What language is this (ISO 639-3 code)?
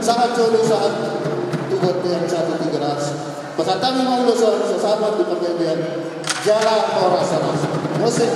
bbc